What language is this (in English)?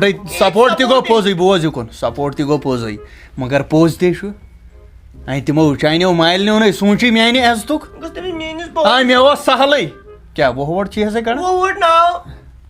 Kashmiri